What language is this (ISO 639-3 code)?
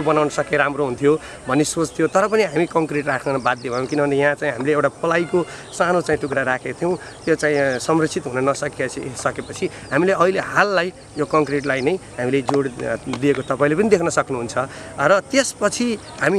nep